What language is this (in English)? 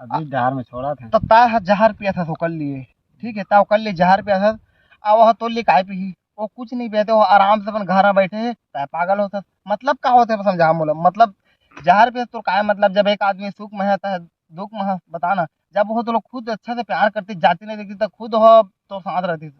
Chhattisgarhi